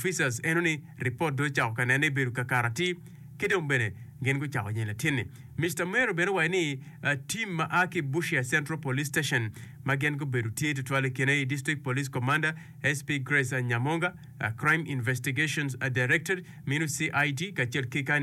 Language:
Acoli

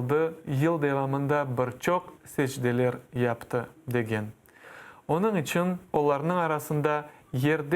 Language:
Crimean Tatar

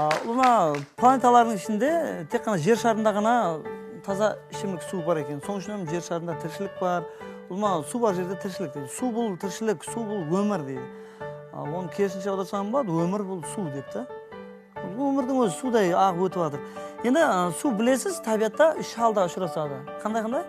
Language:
Kara-Kalpak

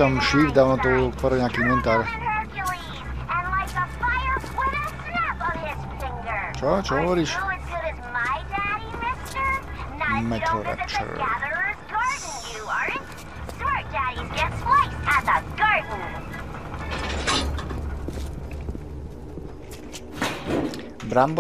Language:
Slovak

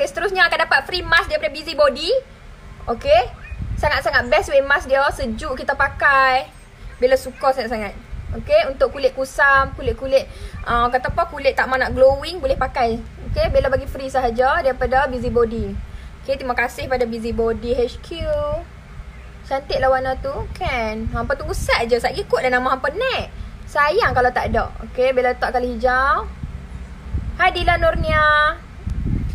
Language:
Malay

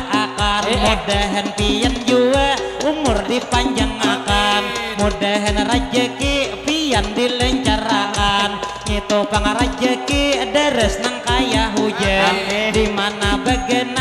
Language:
Banjar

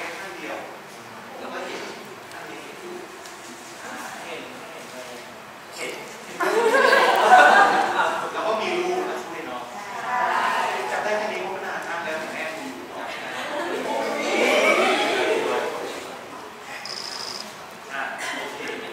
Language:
Thai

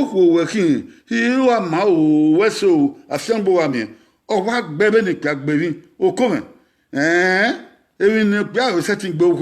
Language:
Bini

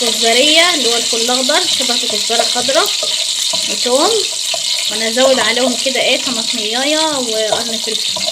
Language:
Egyptian Arabic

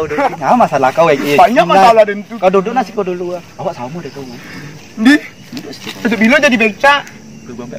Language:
Minangkabau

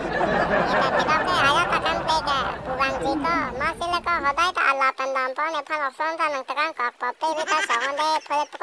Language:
Karbi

